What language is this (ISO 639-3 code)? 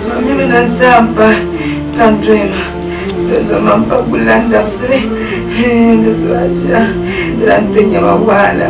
dag